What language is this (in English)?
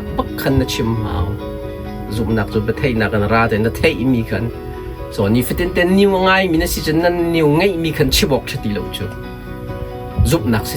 Hakha Chin